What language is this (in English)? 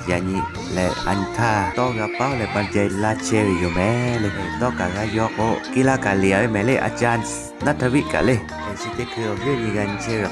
Lahu